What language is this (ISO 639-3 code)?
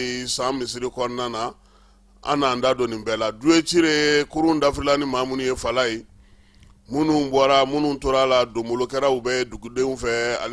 bam